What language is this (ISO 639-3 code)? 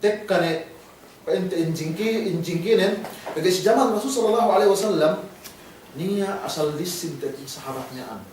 yka